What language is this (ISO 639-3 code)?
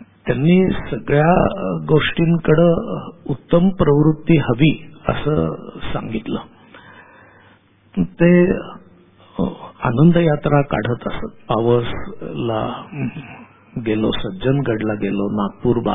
mar